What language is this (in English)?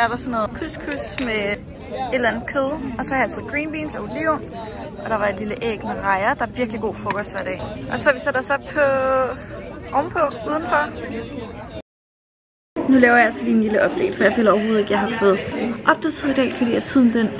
Danish